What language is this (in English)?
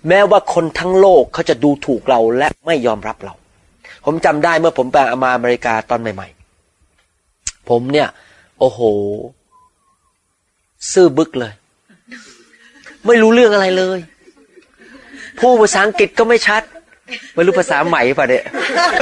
Thai